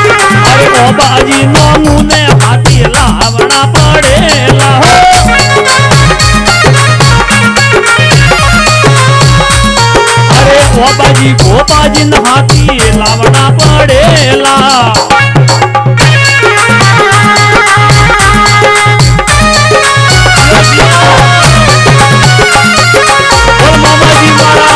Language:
Bhojpuri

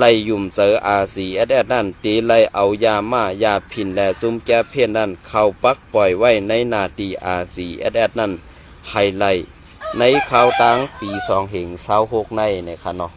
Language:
Shan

